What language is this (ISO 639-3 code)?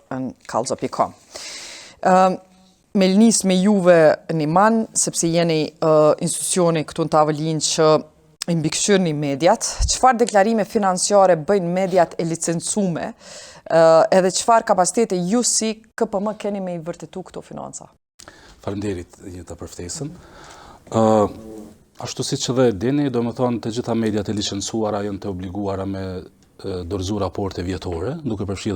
sqi